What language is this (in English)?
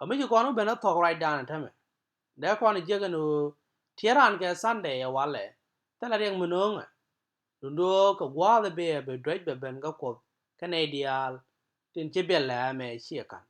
Nuer